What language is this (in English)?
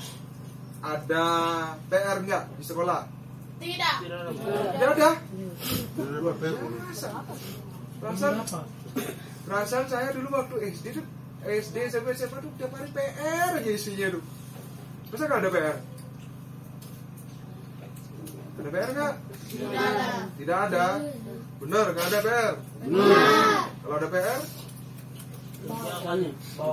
Indonesian